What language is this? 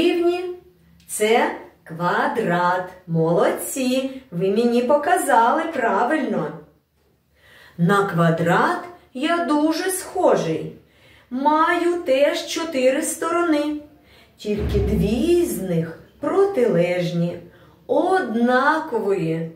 Ukrainian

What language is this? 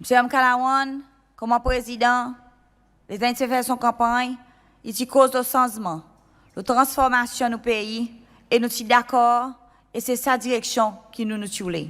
Seselwa Creole French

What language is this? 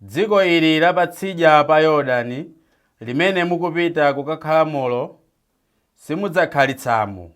Nyanja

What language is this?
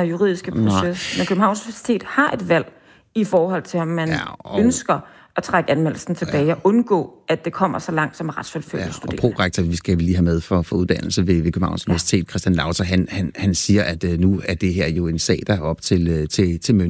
Danish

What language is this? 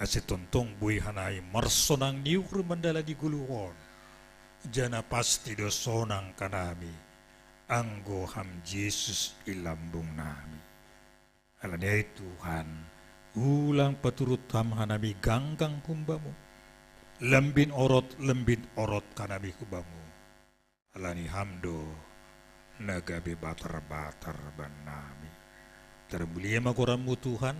Batak Simalungun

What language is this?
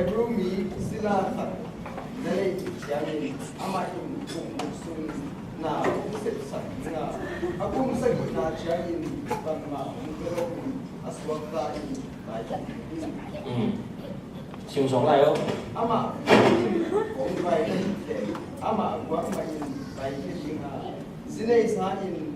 Tedim Chin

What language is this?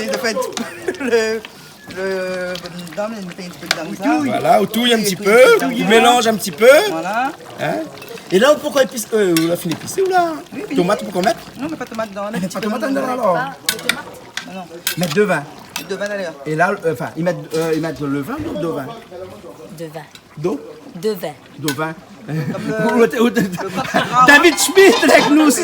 Réunion Creole French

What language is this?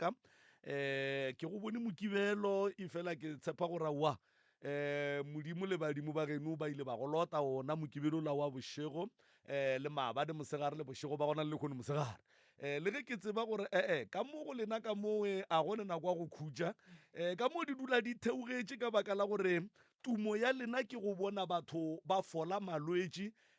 Northern Sotho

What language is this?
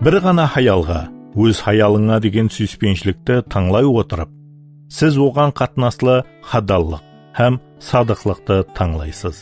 Kara-Kalpak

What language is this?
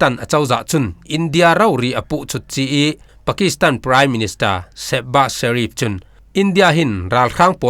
Falam Chin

